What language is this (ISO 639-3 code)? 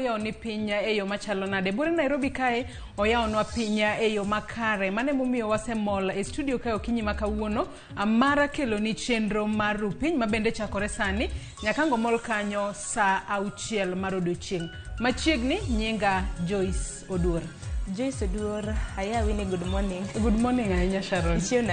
luo